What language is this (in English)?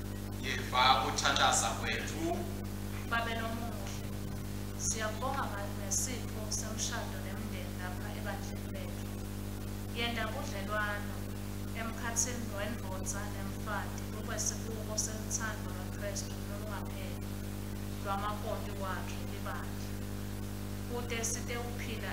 Swati